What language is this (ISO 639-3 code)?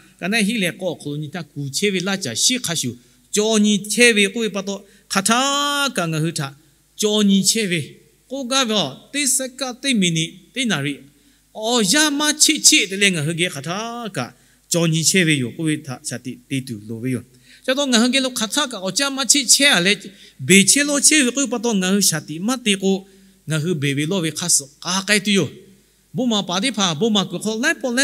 lhu